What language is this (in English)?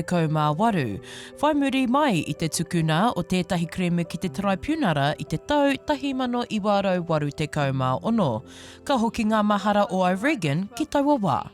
Māori